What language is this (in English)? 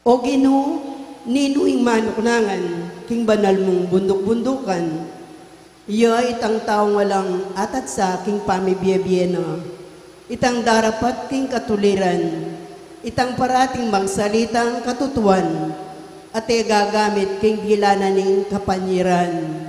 Pampanga